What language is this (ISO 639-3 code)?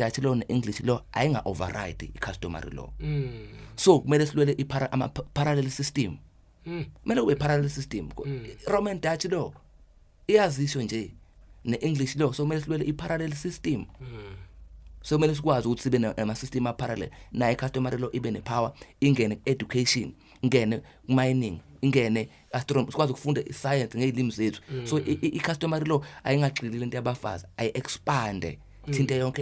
zul